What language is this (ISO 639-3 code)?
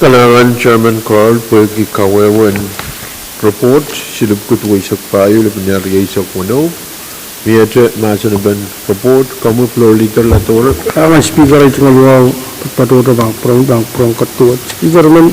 pon